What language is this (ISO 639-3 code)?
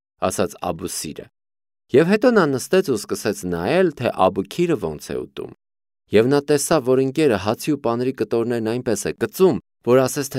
hye